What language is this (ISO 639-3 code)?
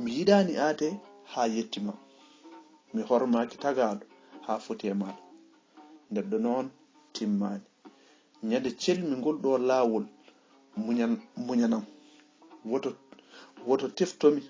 ful